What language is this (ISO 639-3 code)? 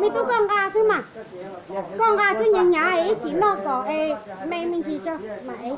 hmn